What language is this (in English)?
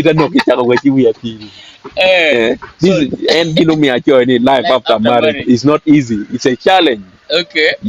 Acoli